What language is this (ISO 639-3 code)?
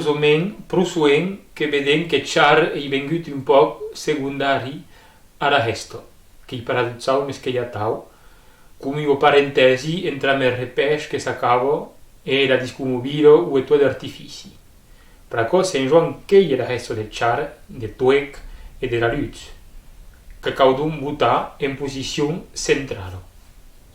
oci